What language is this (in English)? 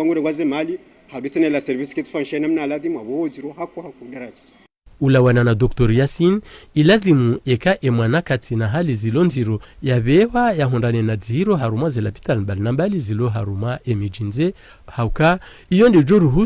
Ngazidja Comorian